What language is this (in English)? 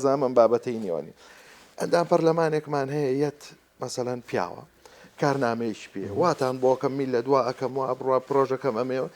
Central Kurdish